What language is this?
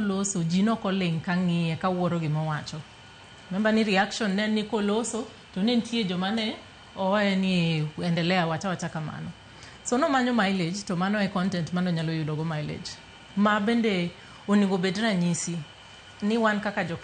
Luo (Kenya and Tanzania)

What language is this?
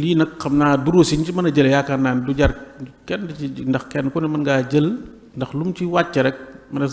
Wolof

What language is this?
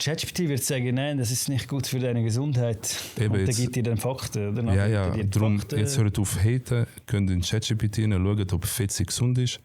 Swiss German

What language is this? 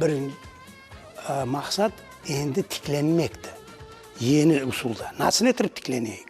Crimean Tatar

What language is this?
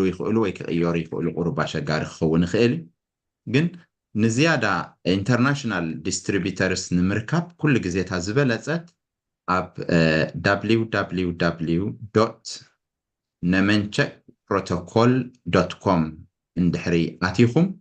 Tigrinya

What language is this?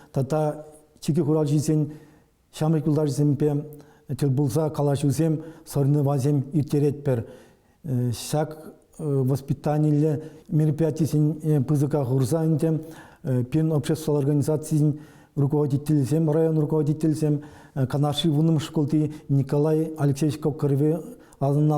Chuvash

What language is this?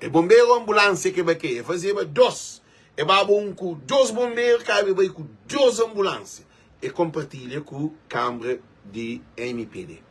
Kabuverdianu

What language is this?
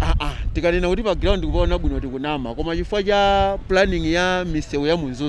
Nyanja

